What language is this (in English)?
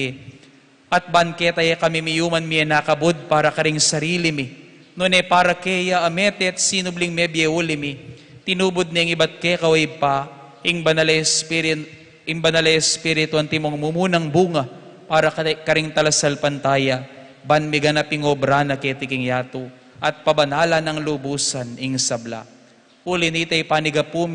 Pampanga